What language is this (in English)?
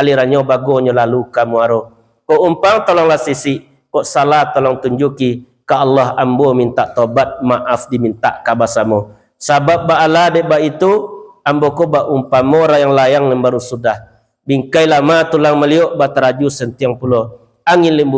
Minangkabau